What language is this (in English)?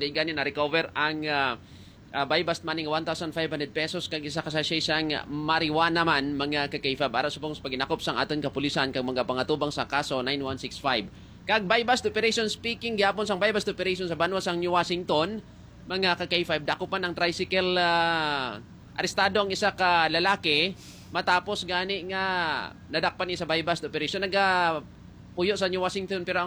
Hiligaynon